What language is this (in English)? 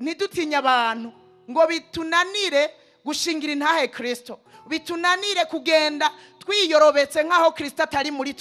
Rundi